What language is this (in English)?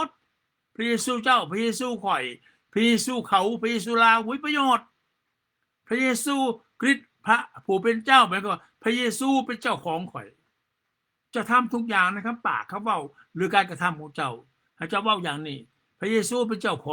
Lao